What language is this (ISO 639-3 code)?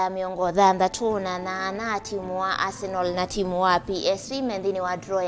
kam